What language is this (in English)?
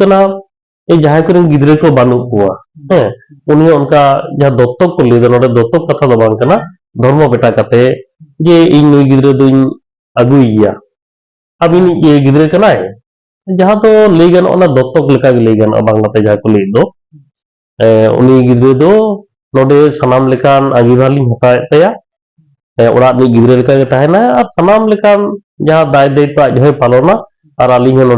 Santali